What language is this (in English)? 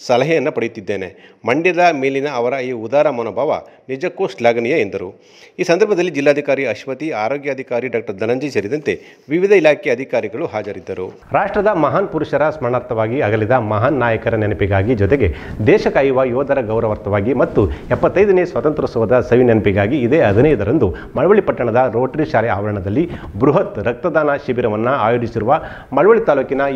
Kannada